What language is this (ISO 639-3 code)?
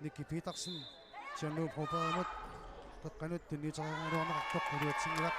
kal